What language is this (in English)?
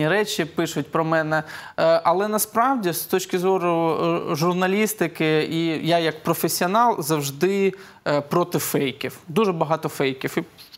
Ukrainian